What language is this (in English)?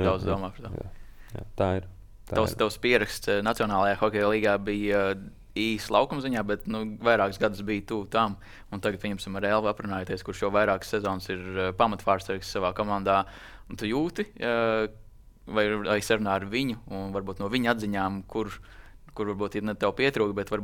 Latvian